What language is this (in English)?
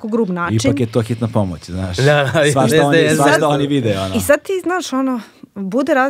Serbian